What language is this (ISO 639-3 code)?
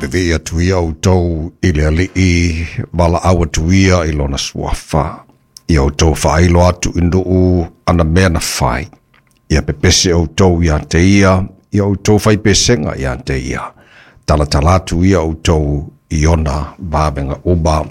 smo